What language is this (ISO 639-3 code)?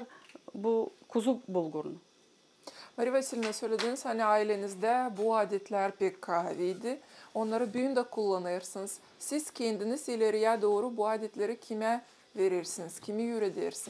gag